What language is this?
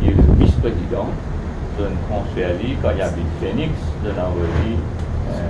Morisyen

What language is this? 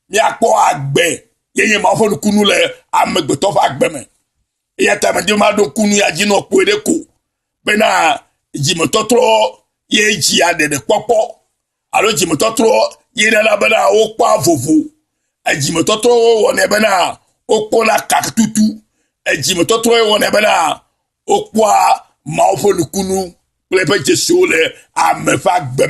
Ewe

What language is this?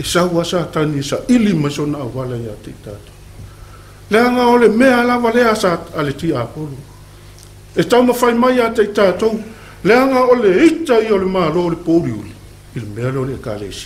Samoan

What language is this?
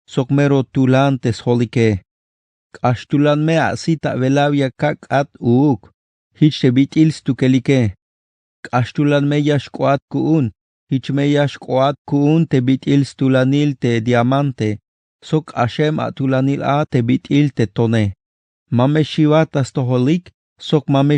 Tzeltal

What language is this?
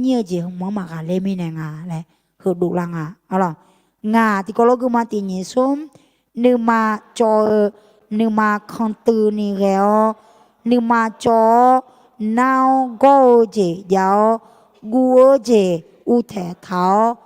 Akha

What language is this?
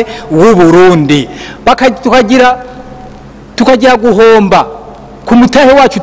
Rundi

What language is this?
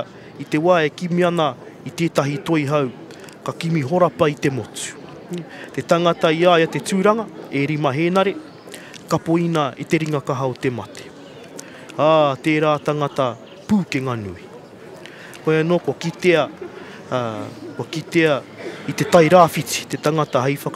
Māori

